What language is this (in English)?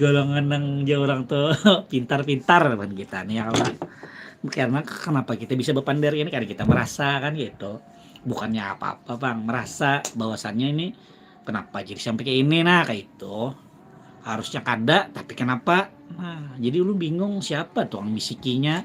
Banjar